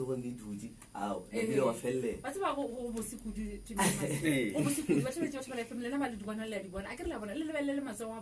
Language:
Northern Sotho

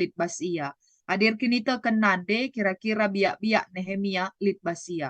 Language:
Batak Karo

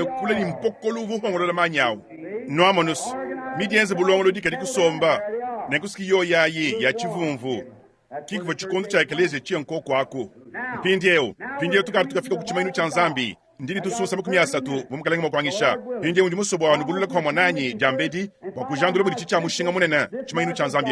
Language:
Luba-Lulua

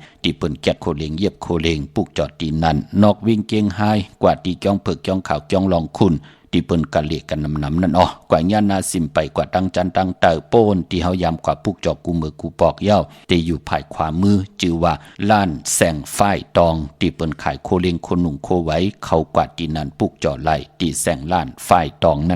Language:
Shan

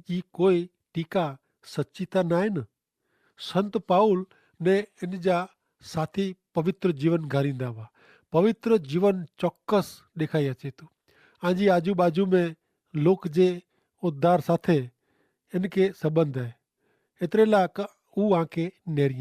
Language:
Kachhi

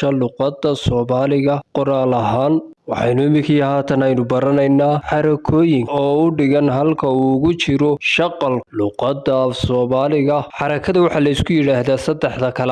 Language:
Somali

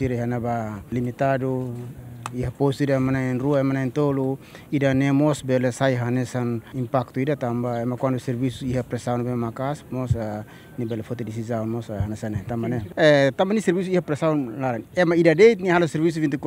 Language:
Tetum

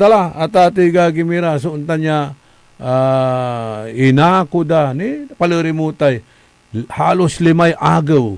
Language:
Pangasinan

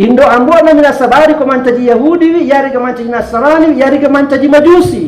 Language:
Buginese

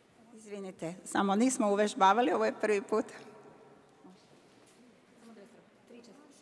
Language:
Serbian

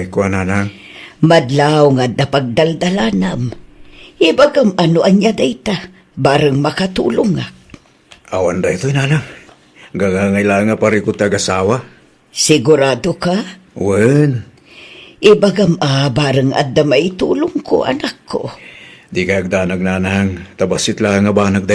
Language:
Iloko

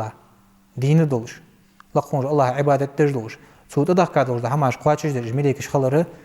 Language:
Ingush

